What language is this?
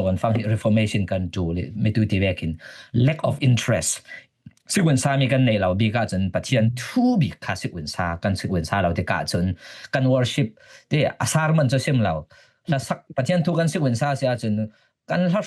Falam Chin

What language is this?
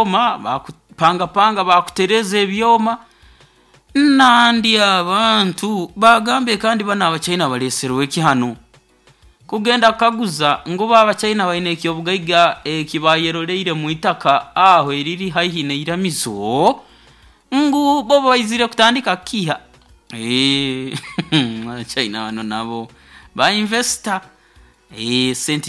Nyoro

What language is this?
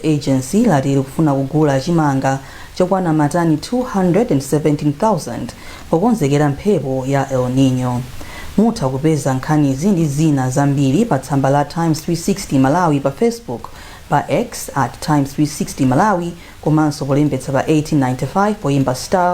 Nyanja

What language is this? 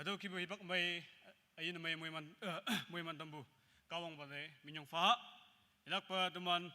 Naga Pidgin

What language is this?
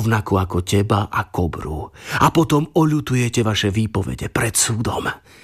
Slovak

